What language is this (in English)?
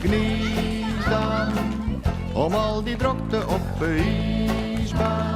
Western Frisian